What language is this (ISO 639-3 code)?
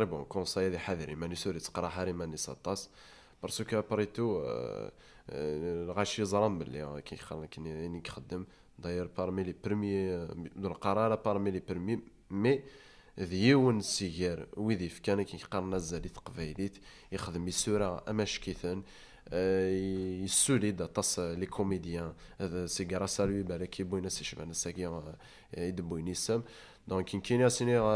kab